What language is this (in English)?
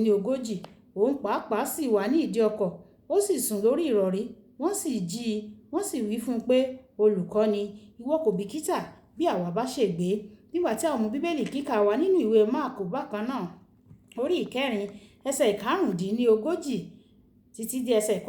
Yoruba